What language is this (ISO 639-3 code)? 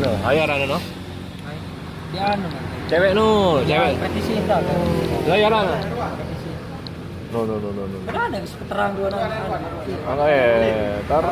sas